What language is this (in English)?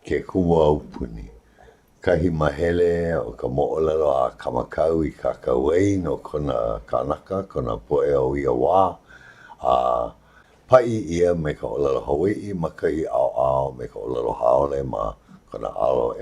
Hawaiian